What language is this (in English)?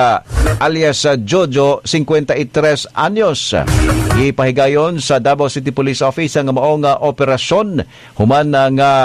Cebuano